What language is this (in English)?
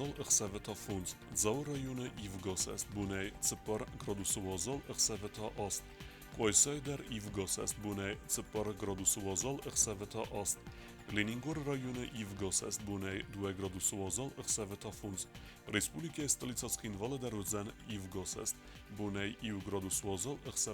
Ossetic